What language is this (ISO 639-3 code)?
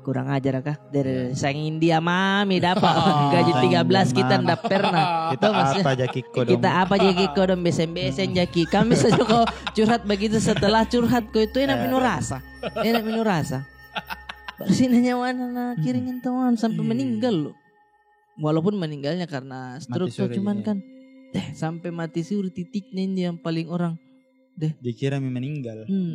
mfp